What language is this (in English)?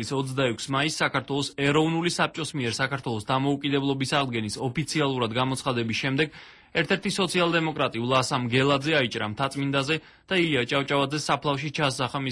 Georgian